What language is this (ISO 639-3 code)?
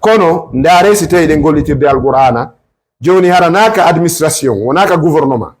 ful